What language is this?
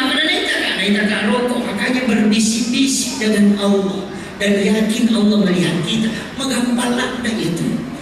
Buginese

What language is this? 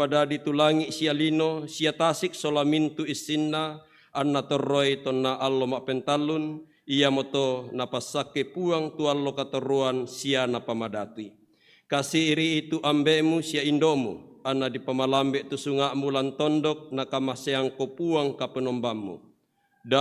Toraja-Sa'dan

